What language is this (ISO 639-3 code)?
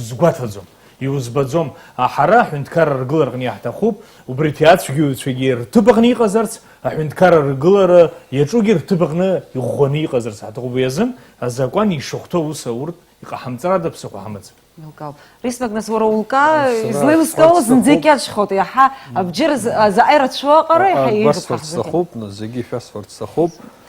abk